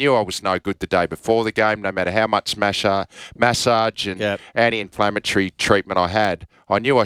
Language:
English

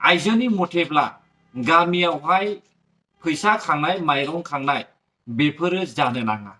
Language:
Bodo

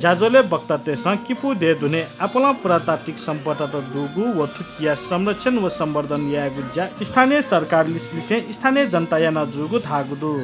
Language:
Newari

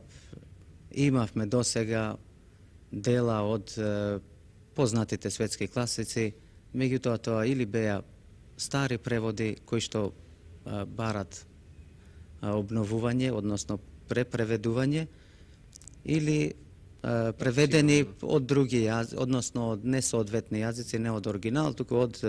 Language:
Macedonian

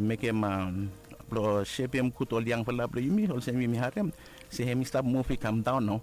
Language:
Bislama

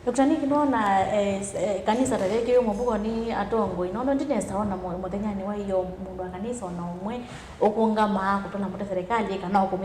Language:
Kamba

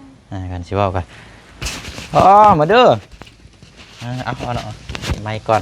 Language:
Lao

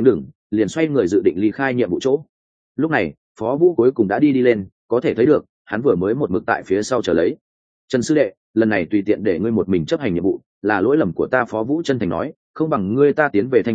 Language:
Vietnamese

